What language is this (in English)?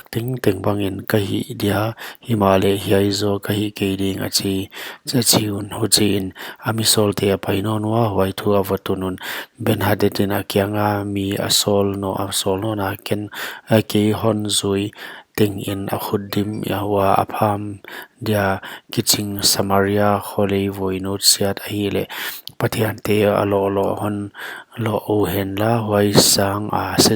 Paite Chin